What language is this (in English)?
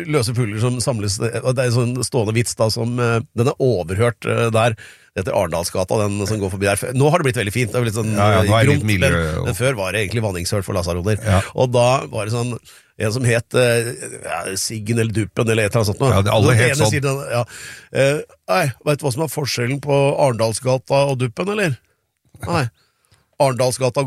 Norwegian